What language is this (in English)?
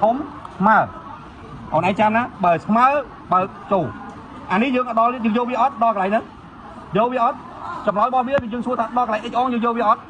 Khmer